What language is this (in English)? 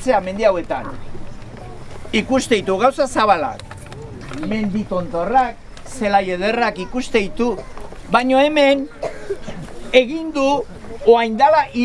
Basque